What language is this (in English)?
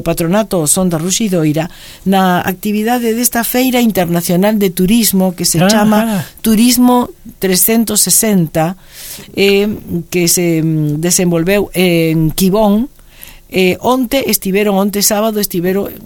Galician